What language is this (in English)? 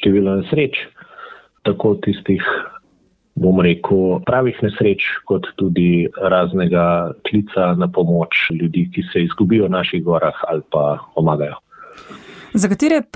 Slovenian